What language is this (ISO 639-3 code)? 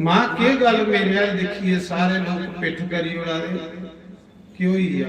doi